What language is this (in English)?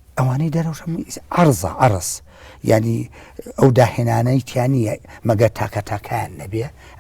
Central Kurdish